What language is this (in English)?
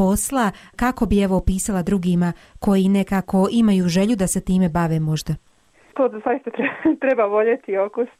Croatian